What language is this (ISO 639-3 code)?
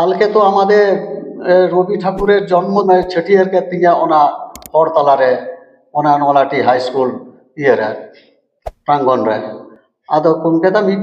sat